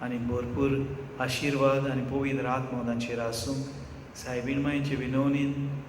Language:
Konkani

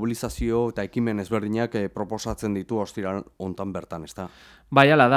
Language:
Basque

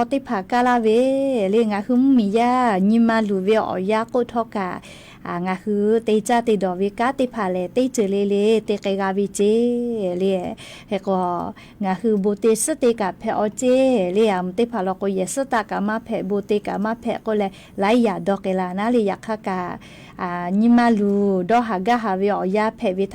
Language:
Lahu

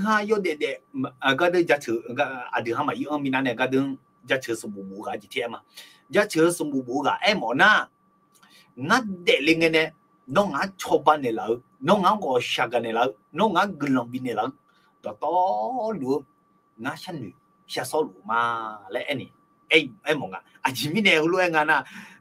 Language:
Akha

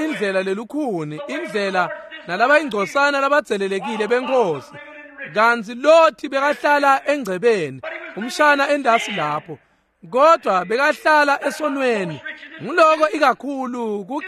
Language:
Swati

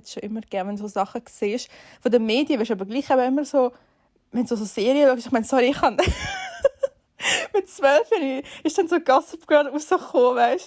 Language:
Swiss German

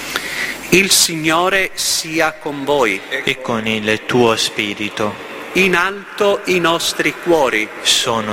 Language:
Italian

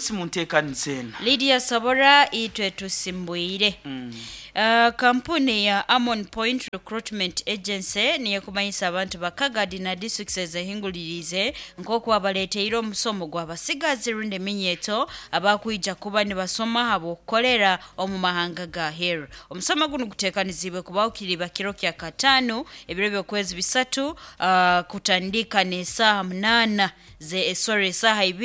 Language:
Nyoro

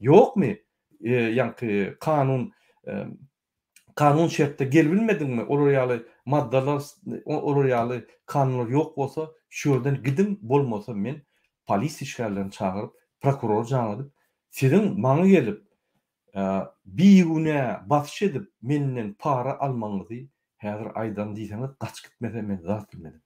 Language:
Turkmen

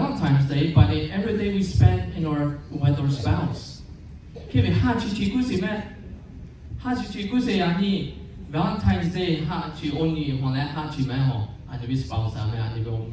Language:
Lahu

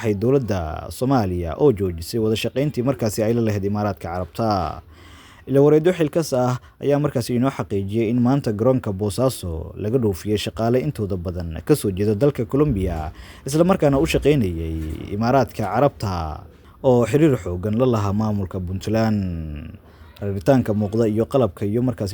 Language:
Somali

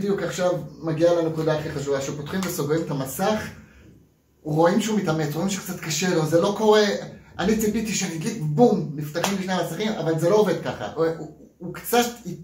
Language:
Hebrew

